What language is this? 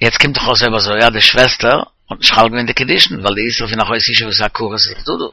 Yiddish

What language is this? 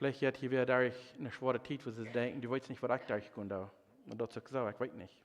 Plautdietsch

